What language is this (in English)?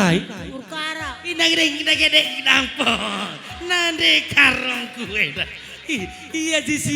Batak Karo